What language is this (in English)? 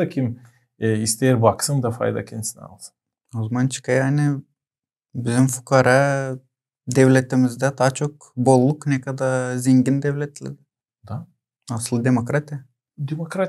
Gagauz